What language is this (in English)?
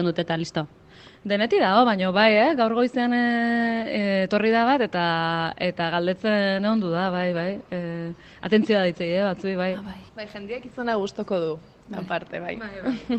Basque